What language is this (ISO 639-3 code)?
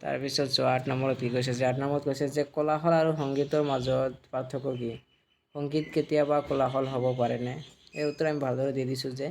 asm